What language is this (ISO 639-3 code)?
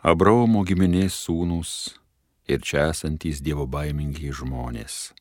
lit